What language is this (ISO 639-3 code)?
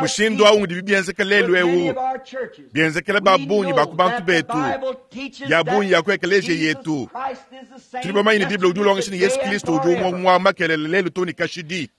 lua